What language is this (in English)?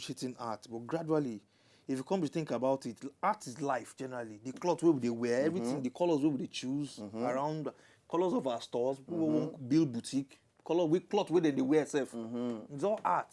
Nigerian Pidgin